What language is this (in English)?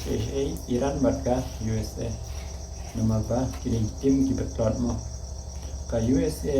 Khasi